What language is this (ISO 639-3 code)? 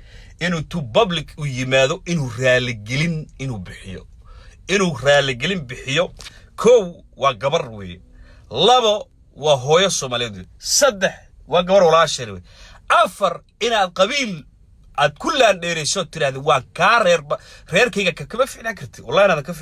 som